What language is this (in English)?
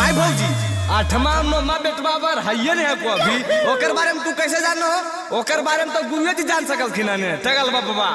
Magahi